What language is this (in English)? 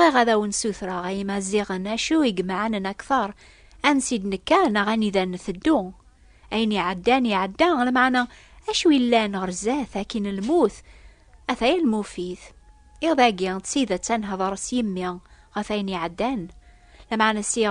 Kabyle